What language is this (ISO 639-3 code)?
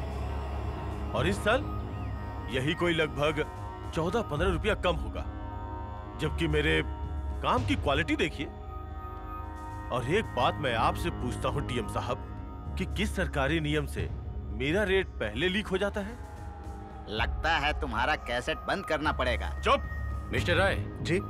hin